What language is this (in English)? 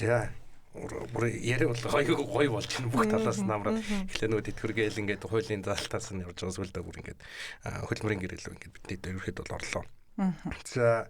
Mongolian